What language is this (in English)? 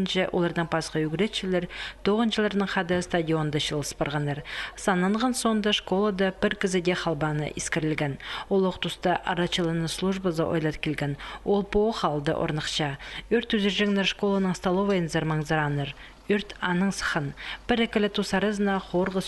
Khakas